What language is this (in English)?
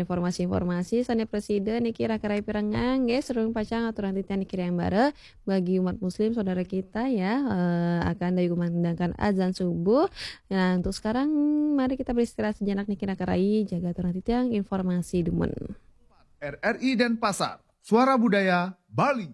Balinese